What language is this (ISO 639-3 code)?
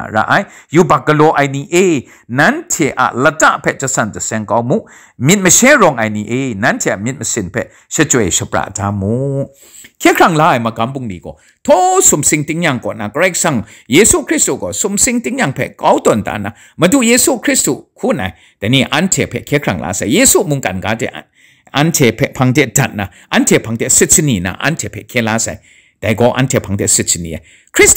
kac